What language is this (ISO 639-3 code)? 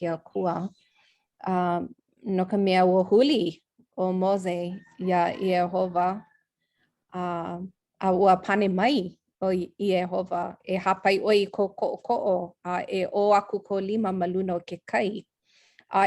haw